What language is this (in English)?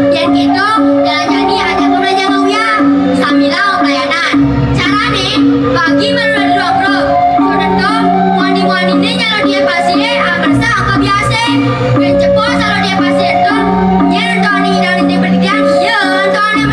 Balinese